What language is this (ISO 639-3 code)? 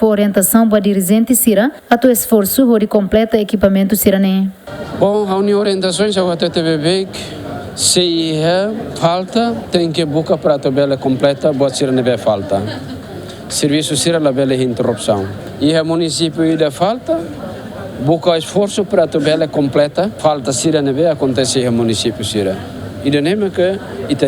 tet